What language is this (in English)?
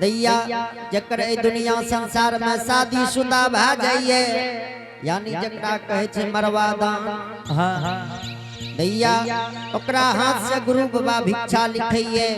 Angika